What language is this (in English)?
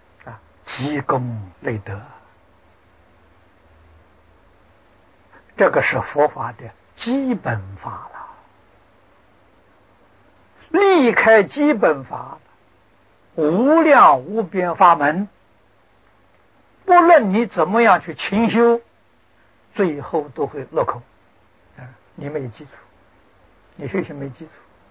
Chinese